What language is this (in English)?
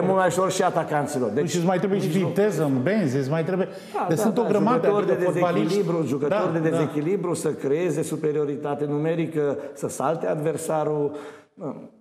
Romanian